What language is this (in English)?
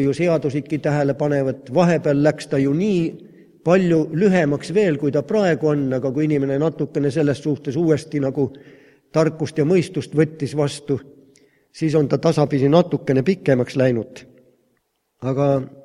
Estonian